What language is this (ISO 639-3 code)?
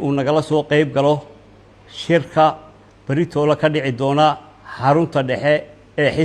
som